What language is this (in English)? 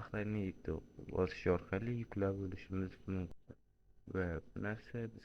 Uzbek